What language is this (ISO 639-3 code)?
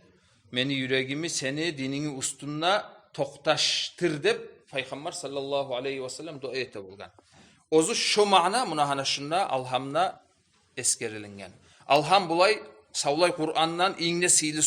kum